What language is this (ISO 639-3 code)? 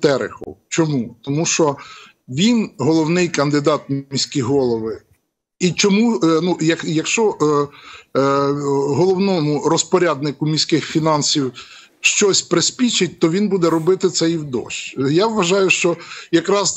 ukr